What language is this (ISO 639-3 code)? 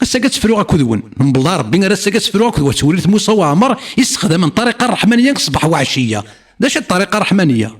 kab